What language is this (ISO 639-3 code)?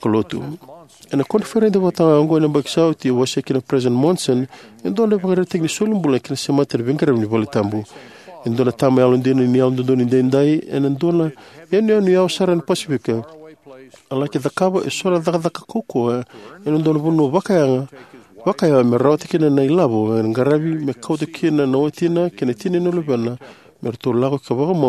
fij